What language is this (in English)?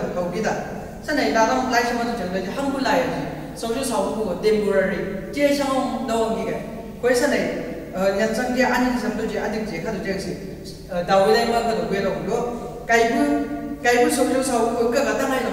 Chang Naga